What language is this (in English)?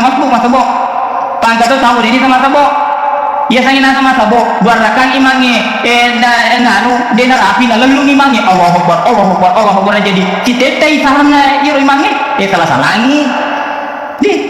Buginese